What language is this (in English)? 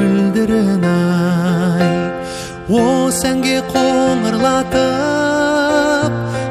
Kazakh